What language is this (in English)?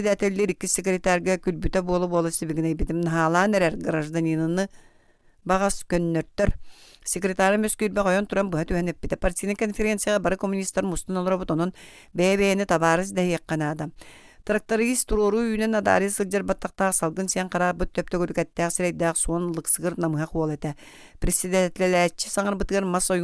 Yakut